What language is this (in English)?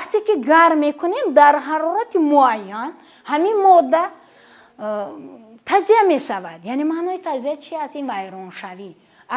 Tajik